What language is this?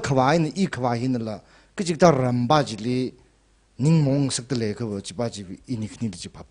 Tangkhul Naga (India)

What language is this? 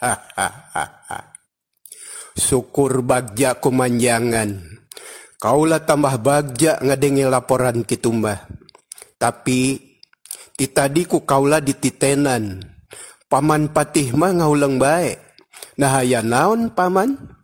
Sundanese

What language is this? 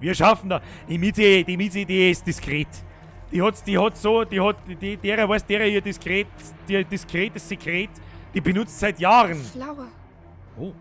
Bavarian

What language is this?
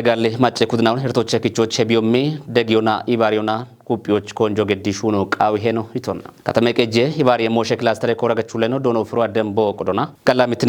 Kafa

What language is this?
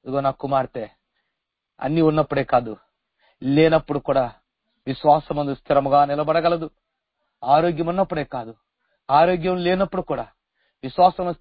Telugu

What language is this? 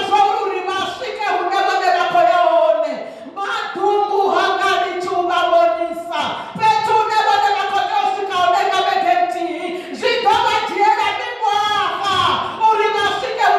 Venda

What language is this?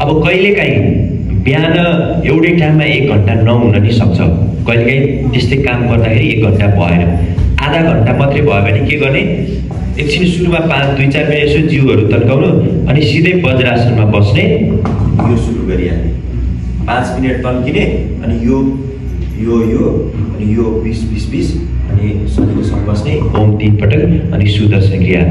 Nepali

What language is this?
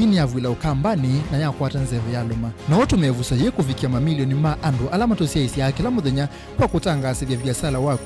Kamba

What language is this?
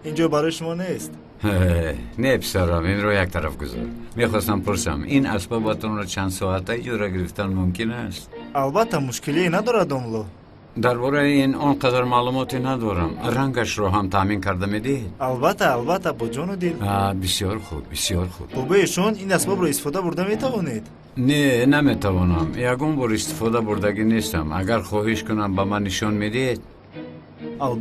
Tajik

